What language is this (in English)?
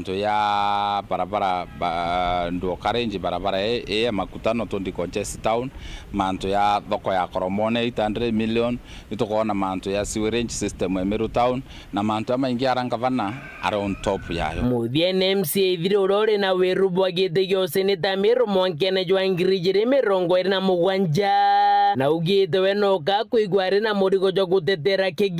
Meru